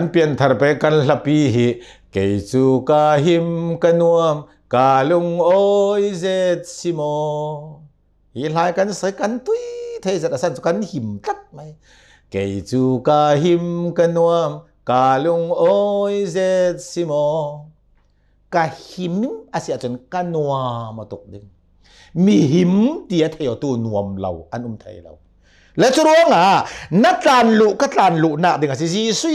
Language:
Hakha Chin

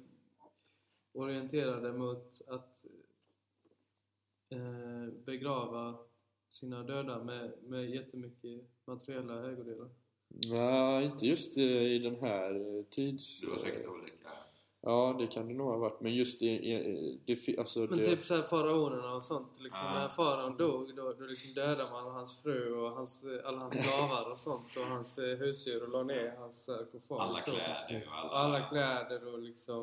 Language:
Swedish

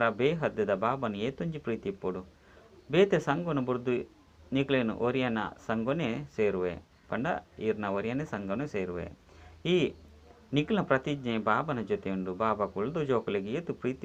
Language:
Tulu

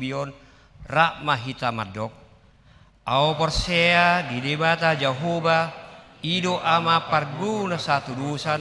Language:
Batak Toba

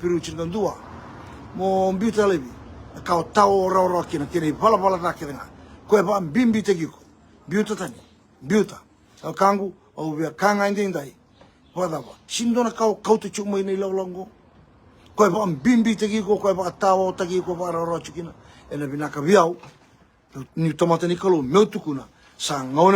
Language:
Fijian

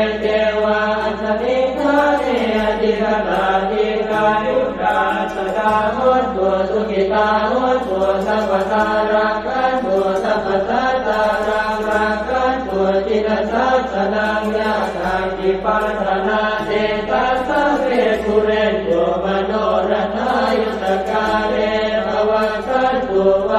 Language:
Pali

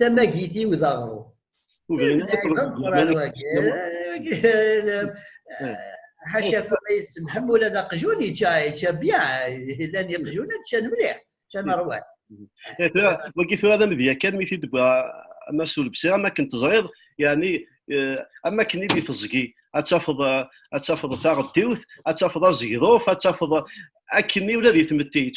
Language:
Kabyle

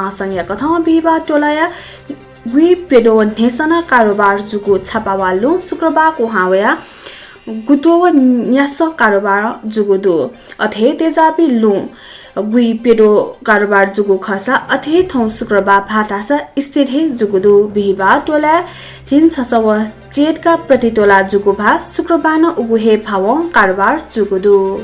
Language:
Newari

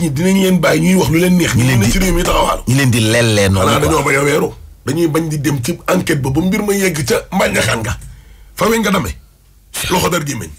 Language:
Wolof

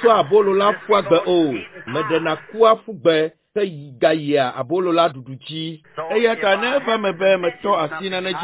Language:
Ewe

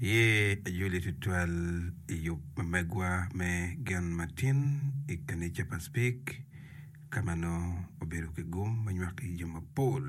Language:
Acoli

